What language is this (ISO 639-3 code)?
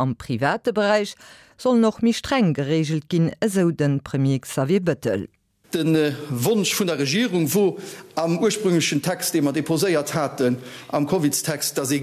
ltz